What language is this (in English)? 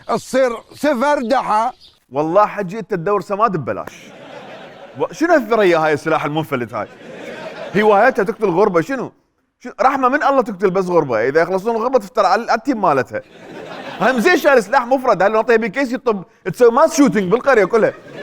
Mesopotamian Arabic